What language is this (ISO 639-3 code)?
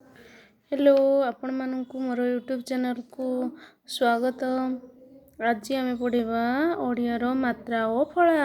ori